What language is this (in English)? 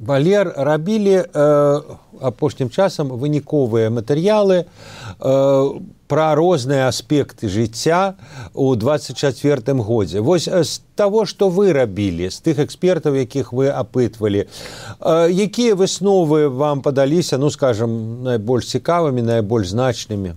Belarusian